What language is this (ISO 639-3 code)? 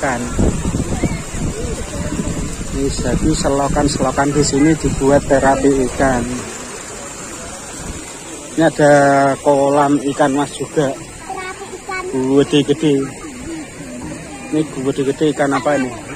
ind